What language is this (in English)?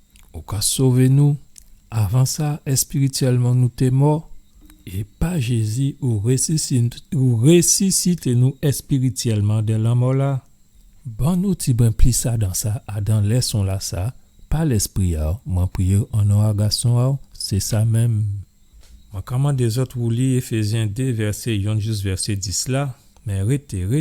Guadeloupean Creole French